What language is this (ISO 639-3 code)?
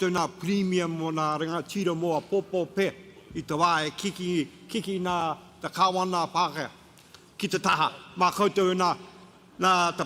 mri